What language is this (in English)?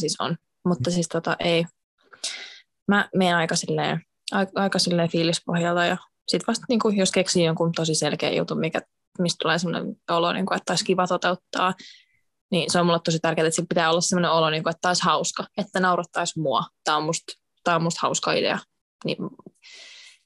Finnish